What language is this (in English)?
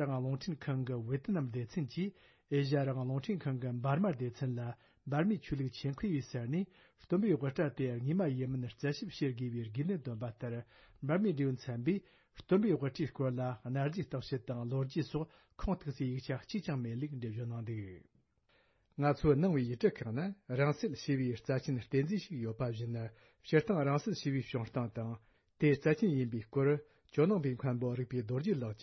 Tibetan